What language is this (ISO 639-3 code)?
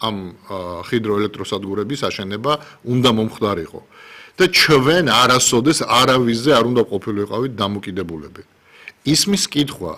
kat